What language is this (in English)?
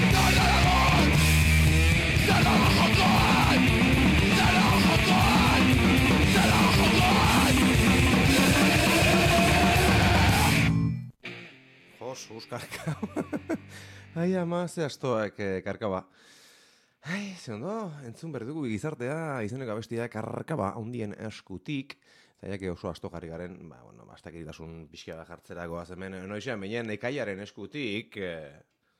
Basque